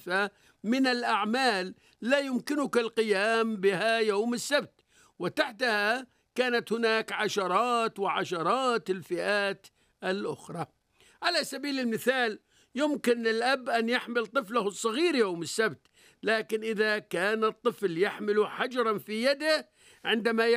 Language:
Arabic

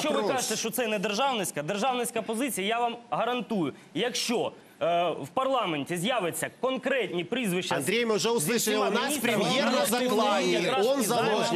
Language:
Ukrainian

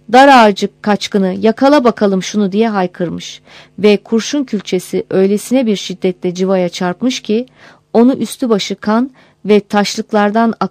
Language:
Turkish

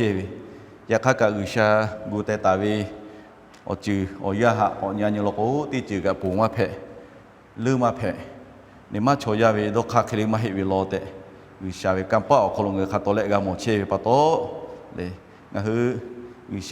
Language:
Lahu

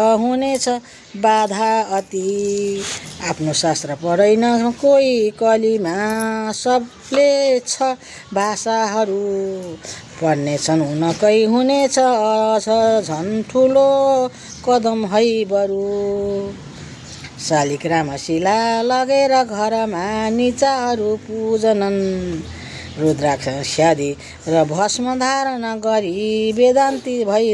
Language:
Nepali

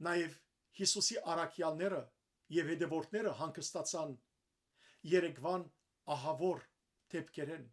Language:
Western Armenian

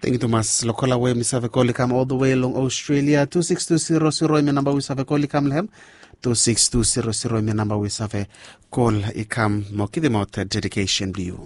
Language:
Bislama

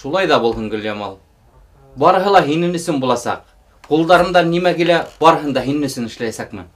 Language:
Bashkir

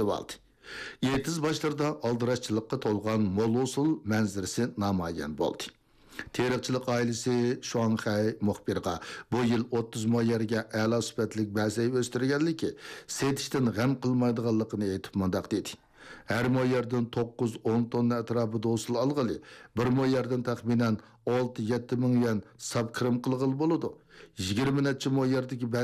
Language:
Uyghur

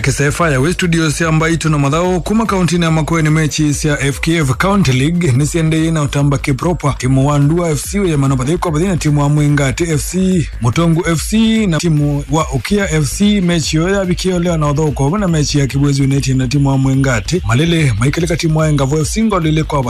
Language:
Kamba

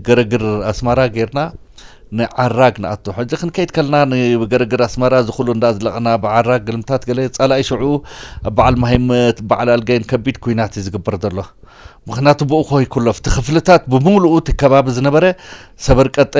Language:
Tigrinya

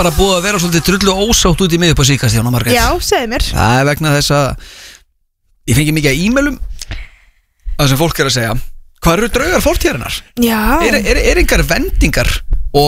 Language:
Icelandic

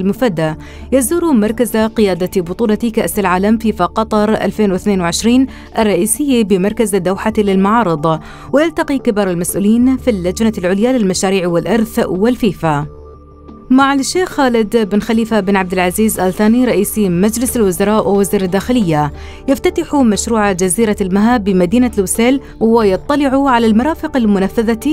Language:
Arabic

